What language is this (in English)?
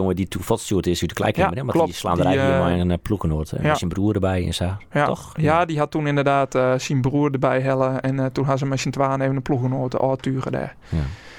Western Frisian